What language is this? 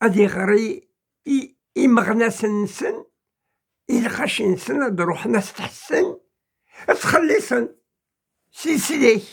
Kabyle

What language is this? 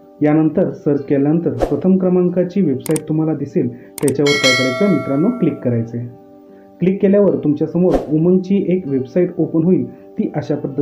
Marathi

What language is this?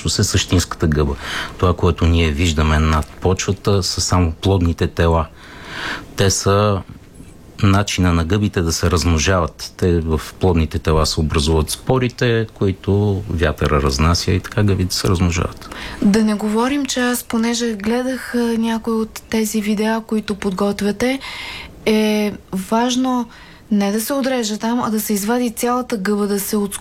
Bulgarian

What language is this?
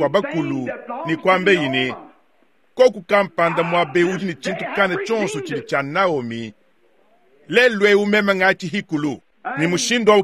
Luba-Lulua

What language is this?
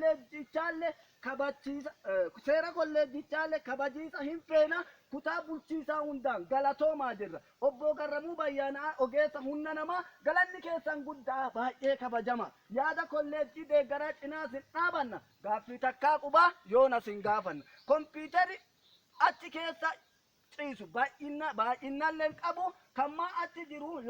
Oromo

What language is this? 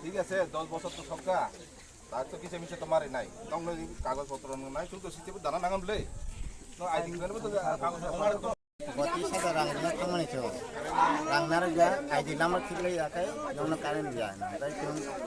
Riang (India)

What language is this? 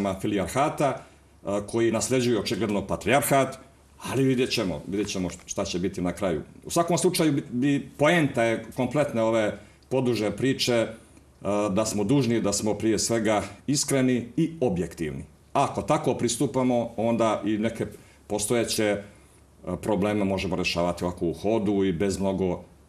Bosnian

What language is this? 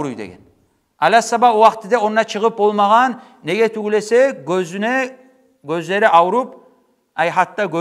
Kumyk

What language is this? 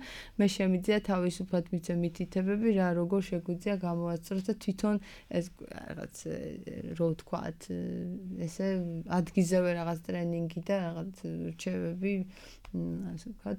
Georgian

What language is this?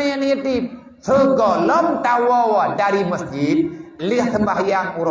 Achinese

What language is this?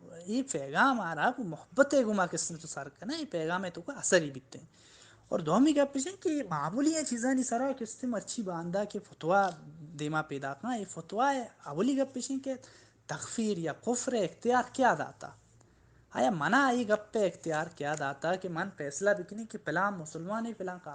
Baluchi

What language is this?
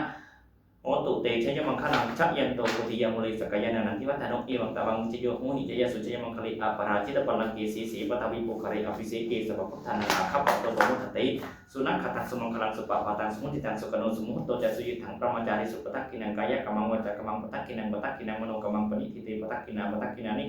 Pali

